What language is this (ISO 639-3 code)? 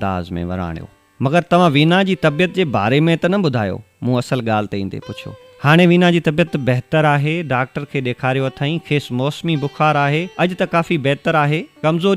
snd